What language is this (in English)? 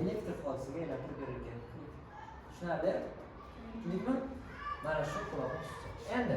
Uzbek